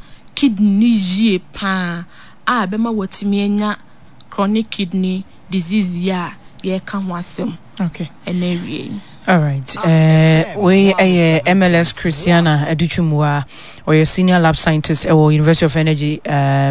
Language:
Akan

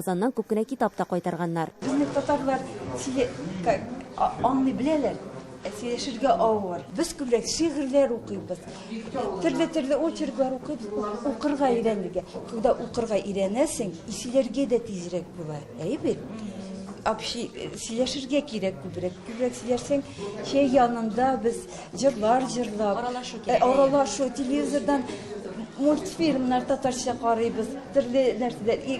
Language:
Tatar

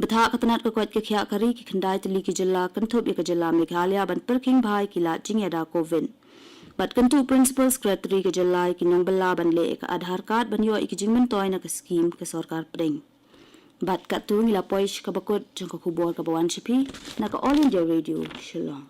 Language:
Khasi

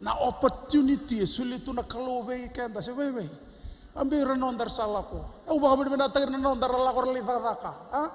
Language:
Fijian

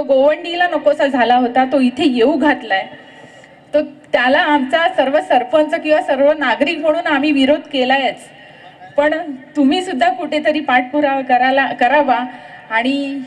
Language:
Marathi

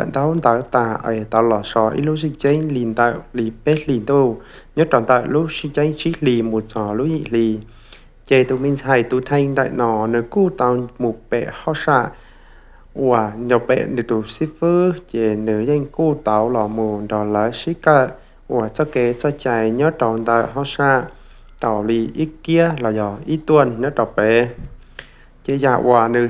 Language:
Hmong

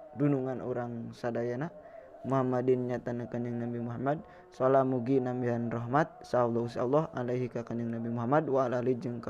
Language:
Sundanese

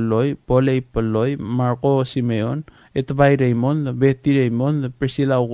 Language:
Palauan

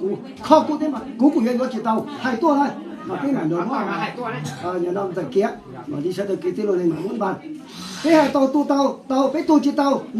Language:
Hmong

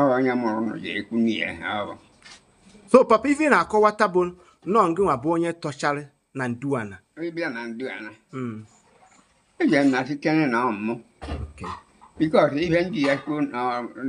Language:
Igbo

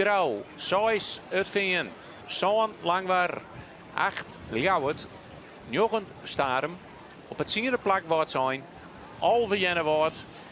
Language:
Western Frisian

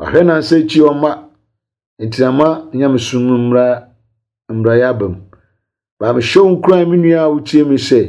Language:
Akan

